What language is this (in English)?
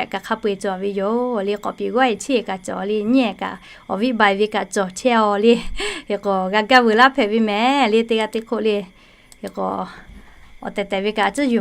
Lahu